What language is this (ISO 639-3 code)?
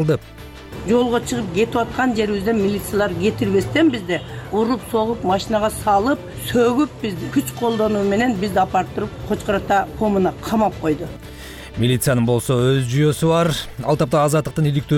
kir